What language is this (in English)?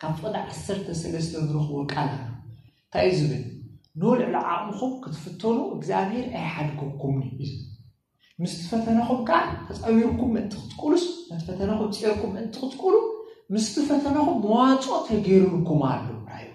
Tigrinya